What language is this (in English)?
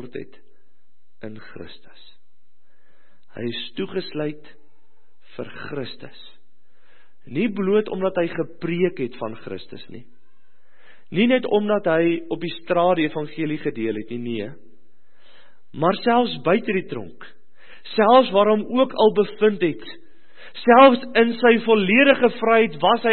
Afrikaans